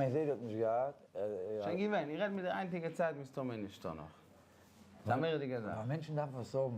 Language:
Yiddish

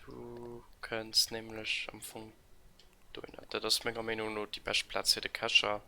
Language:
Luxembourgish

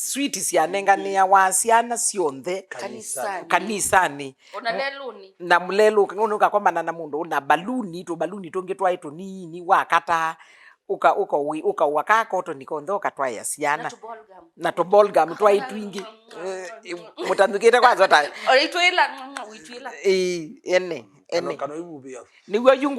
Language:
Kamba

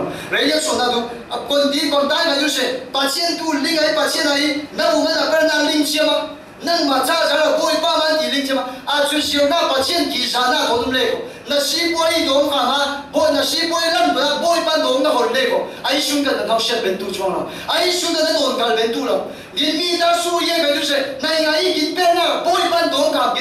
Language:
Falam Chin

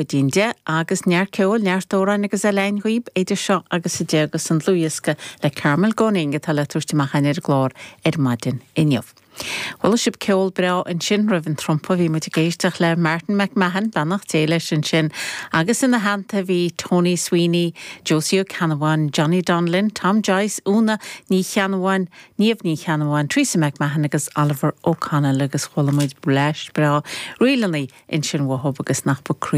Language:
Irish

